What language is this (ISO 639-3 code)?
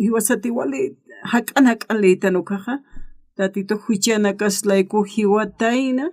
aym